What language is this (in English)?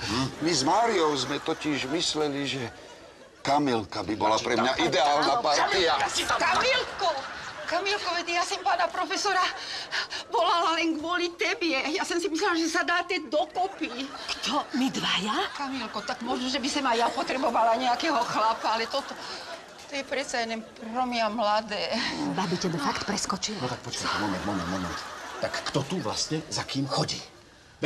Slovak